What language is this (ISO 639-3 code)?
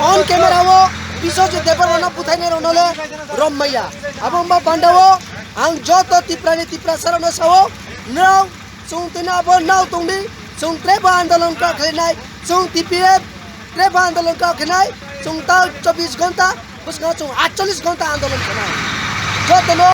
trp